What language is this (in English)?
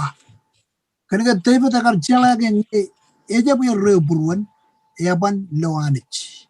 Marshallese